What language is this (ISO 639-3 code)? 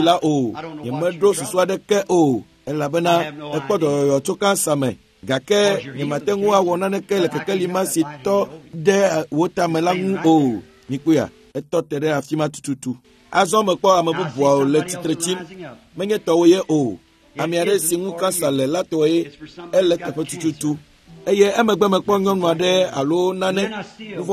ewe